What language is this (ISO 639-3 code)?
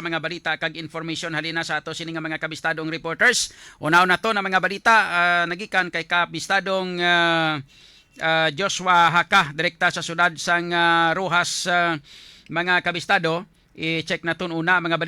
hil